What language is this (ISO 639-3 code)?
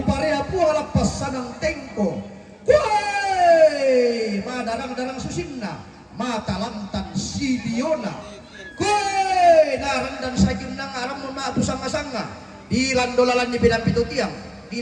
sda